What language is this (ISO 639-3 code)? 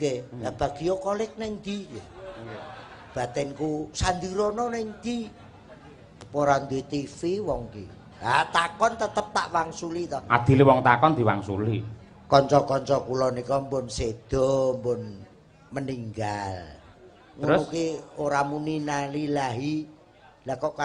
jav